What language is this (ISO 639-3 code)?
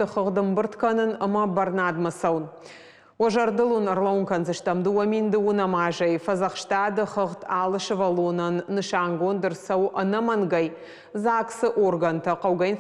oss